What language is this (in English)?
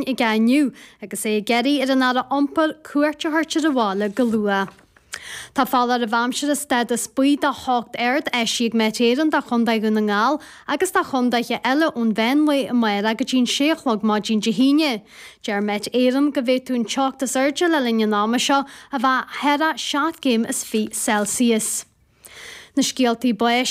Irish